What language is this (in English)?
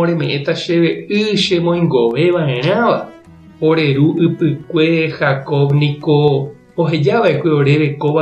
Guarani